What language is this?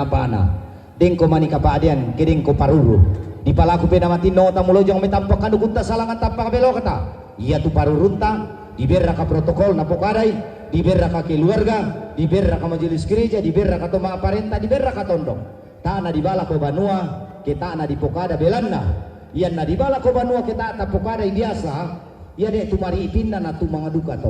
Toraja-Sa'dan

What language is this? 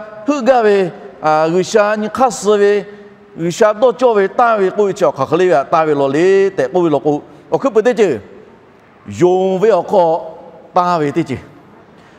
Lahu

